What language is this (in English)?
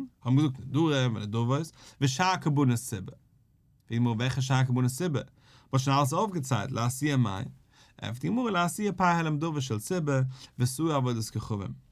Yiddish